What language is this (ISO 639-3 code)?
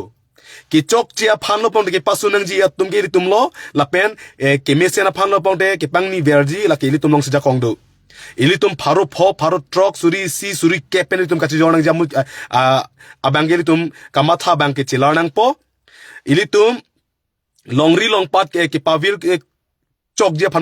mjw